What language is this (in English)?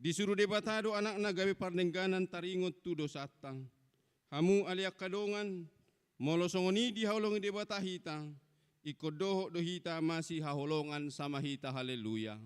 Batak Toba